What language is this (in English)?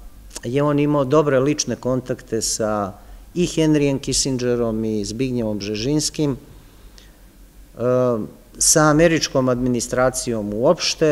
Serbian